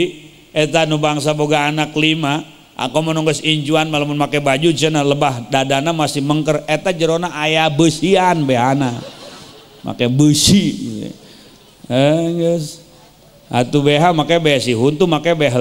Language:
Sundanese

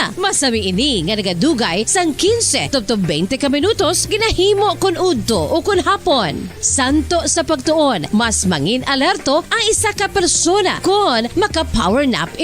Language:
Hiligaynon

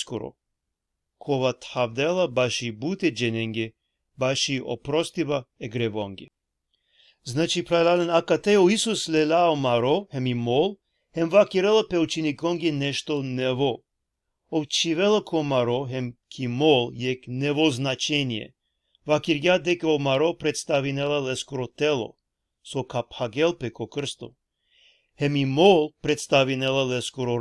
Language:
Balkan Romani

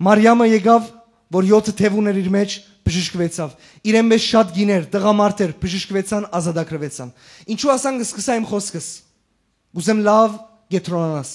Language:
Western Armenian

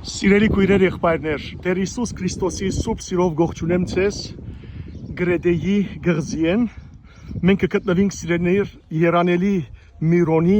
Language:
Western Armenian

